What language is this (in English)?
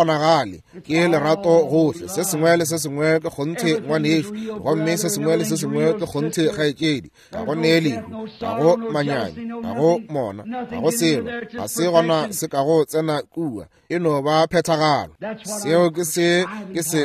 Northern Sotho